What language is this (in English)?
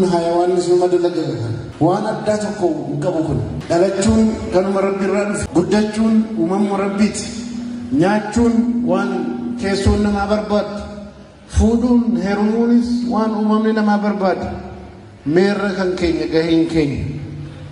Oromo